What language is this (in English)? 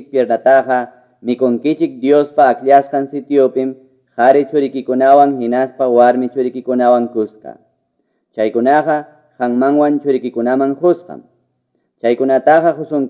Quechua